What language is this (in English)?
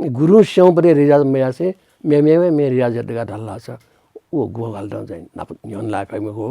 Newari